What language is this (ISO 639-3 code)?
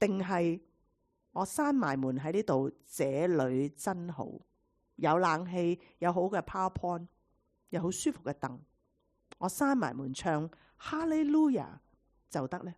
yue